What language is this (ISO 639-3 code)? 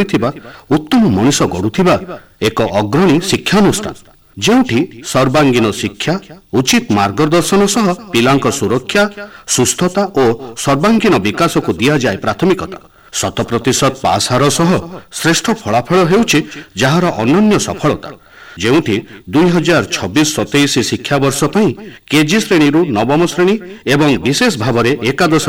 ori